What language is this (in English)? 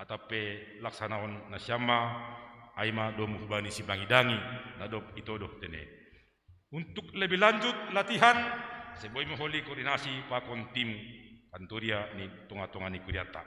Batak Simalungun